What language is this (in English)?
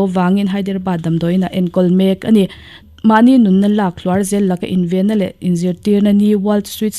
Mizo